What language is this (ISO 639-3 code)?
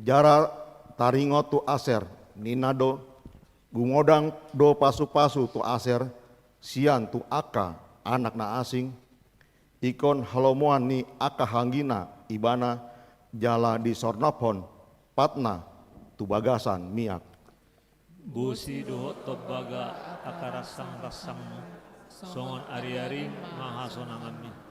bbc